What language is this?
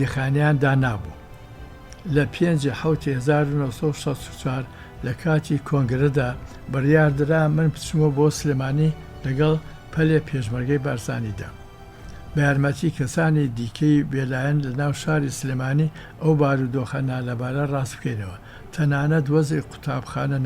Central Kurdish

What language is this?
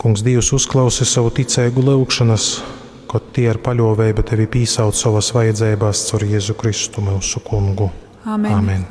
Latgalian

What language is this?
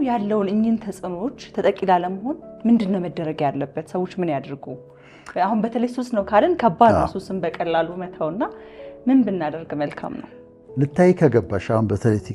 Amharic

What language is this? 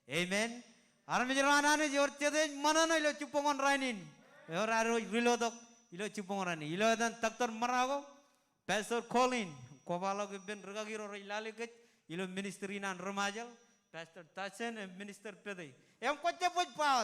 Marshallese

